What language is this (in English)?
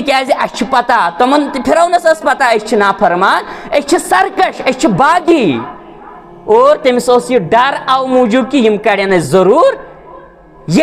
Kashmiri